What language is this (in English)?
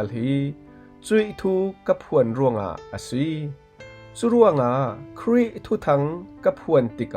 Falam Chin